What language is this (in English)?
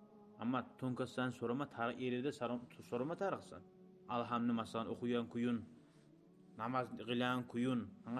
Kumyk